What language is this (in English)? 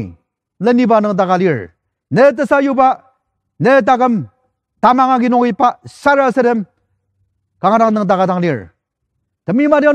Ao Naga